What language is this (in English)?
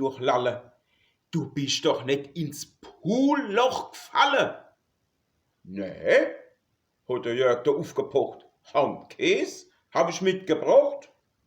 Palatine German